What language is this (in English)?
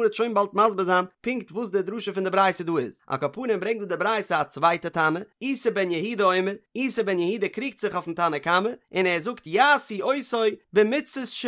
Yiddish